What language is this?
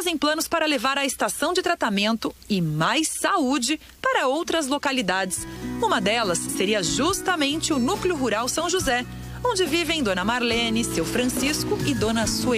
Portuguese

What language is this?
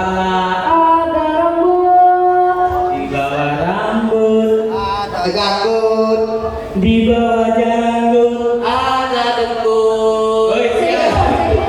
Musi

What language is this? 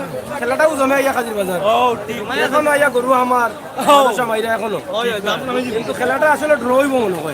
Sylheti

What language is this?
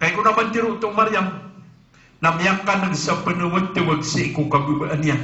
Maranao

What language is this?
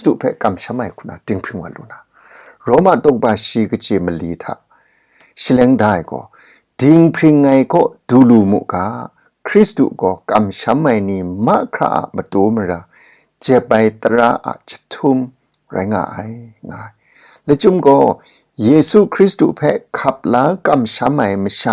Kachin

